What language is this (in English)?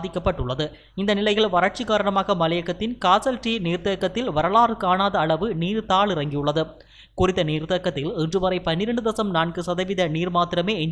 Tamil